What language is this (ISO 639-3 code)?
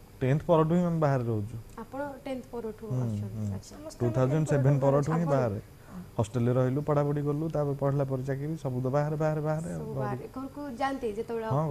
ori